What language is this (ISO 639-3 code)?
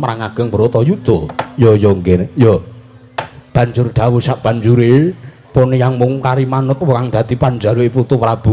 jav